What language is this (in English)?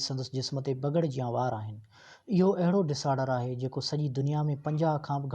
Sindhi